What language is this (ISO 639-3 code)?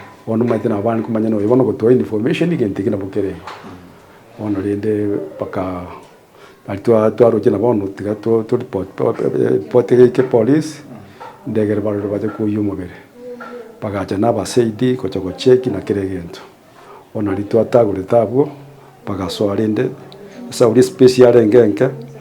guz